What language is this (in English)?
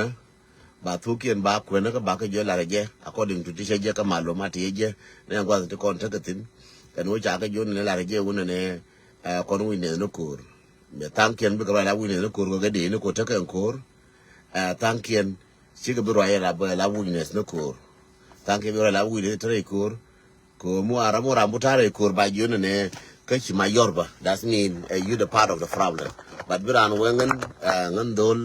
Nuer